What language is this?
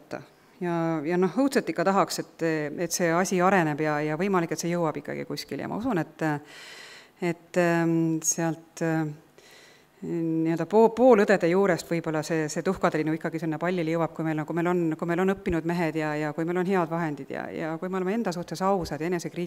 Estonian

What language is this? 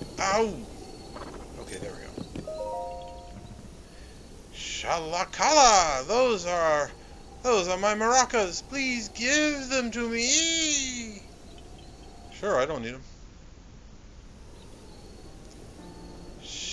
English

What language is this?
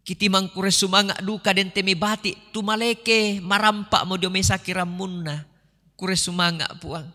Toraja-Sa'dan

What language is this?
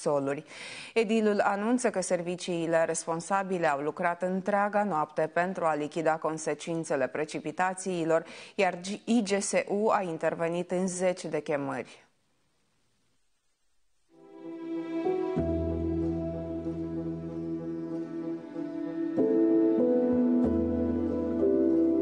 Romanian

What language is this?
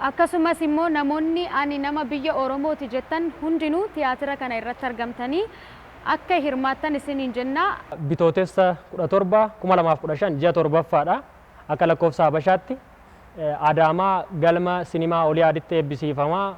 Oromo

